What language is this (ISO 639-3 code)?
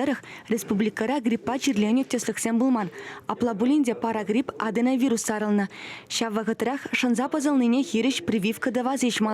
chv